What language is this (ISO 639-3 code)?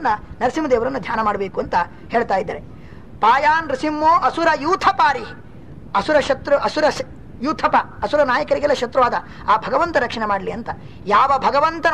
kan